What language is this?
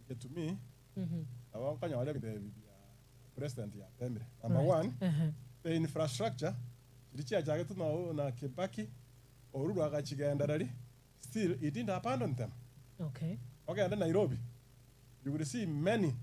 Gusii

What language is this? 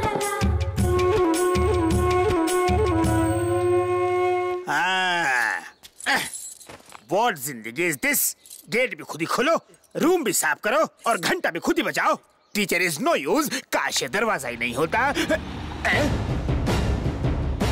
Hindi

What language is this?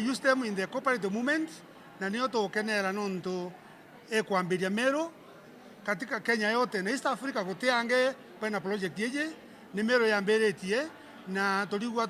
Meru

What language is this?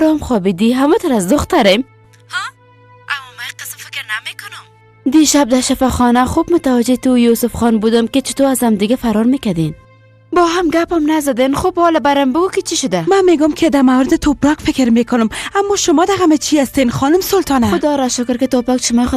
Persian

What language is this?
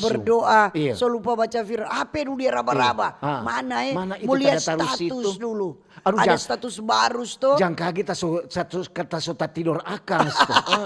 Manado Malay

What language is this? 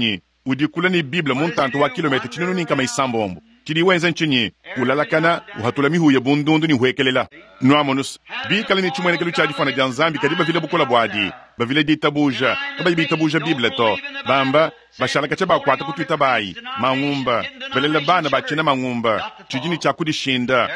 Luba-Lulua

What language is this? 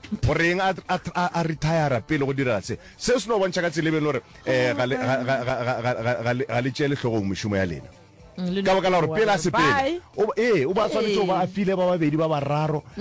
Northern Sotho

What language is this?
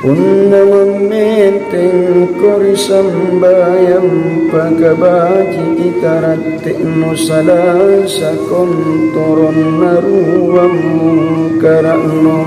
Makasar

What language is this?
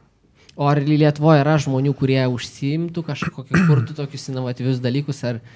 Lithuanian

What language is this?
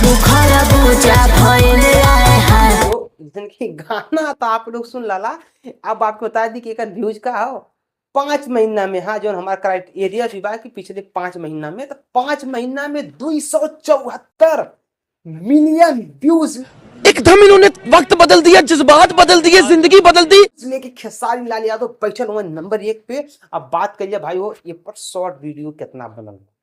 Bhojpuri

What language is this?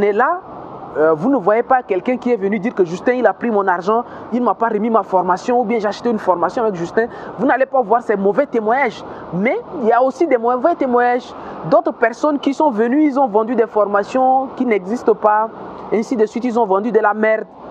French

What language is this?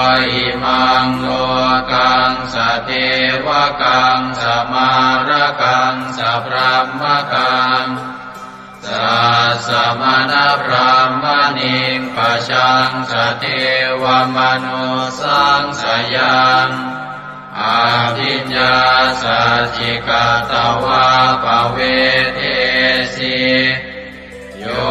Pali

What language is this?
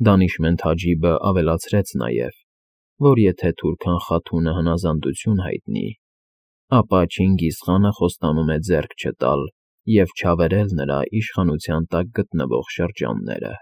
Armenian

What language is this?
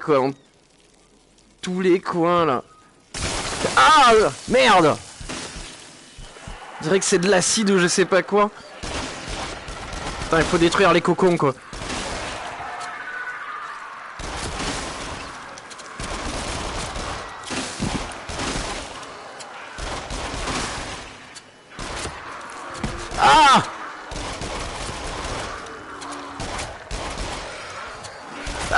French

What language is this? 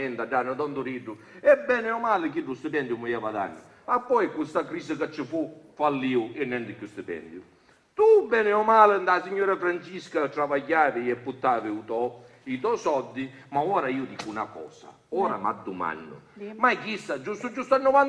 Sicilian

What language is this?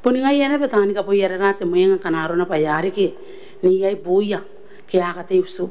Gilbertese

